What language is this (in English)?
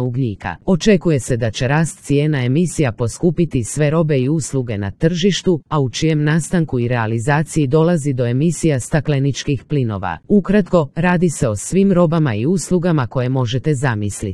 Croatian